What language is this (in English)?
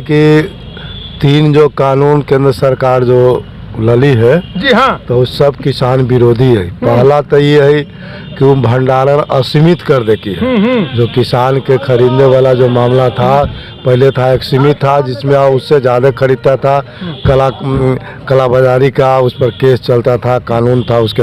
Magahi